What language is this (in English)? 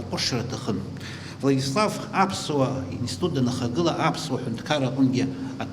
Abkhazian